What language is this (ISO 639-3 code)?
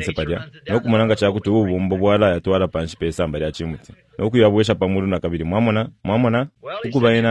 bem